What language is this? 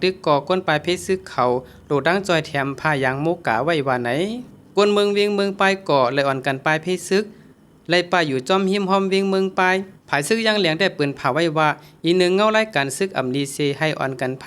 Shan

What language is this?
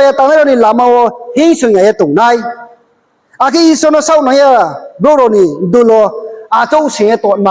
Riang (India)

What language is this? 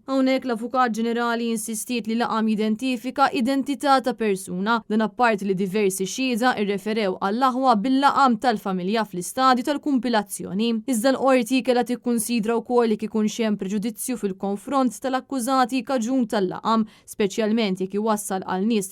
Maltese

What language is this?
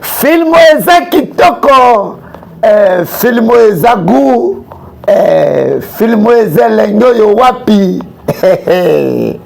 Lingala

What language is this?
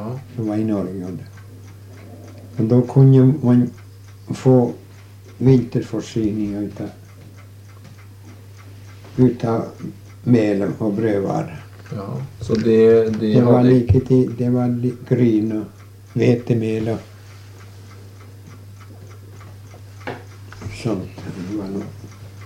Norwegian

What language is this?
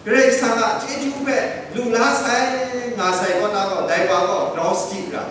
Kachin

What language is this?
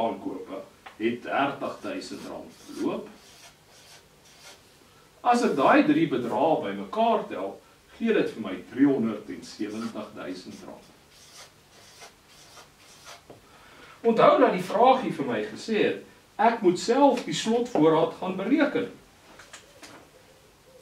Afrikaans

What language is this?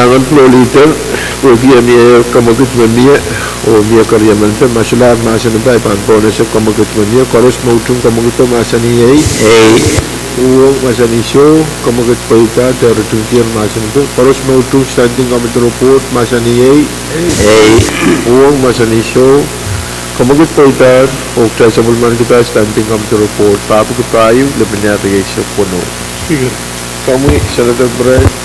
Pohnpeian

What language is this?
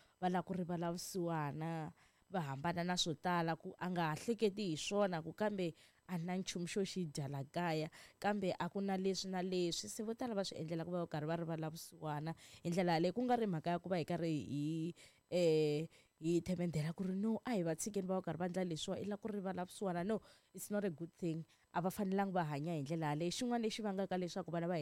Tsonga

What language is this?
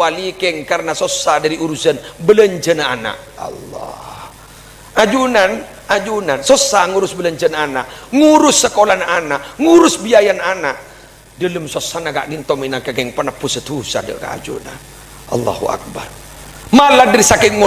Madurese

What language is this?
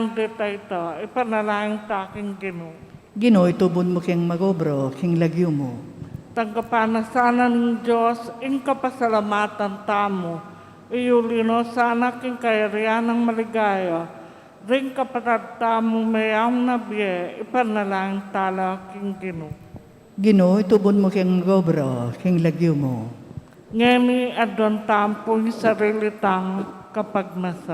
Pampanga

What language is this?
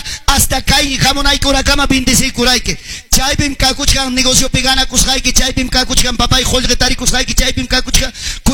Quechua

